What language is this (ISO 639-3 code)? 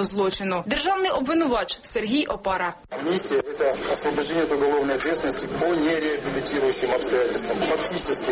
ukr